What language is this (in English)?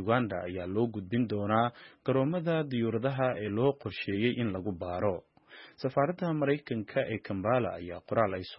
Somali